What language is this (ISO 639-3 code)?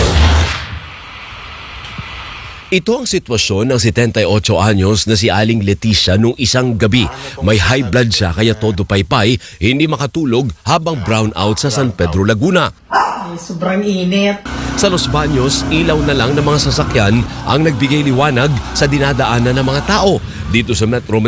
fil